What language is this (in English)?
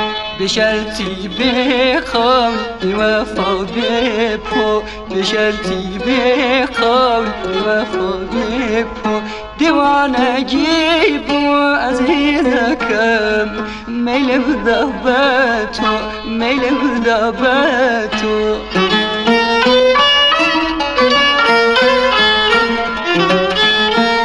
Central Kurdish